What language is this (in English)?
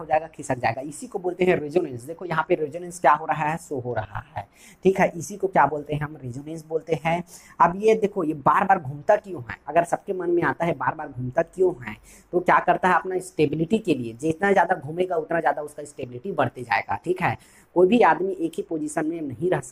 Hindi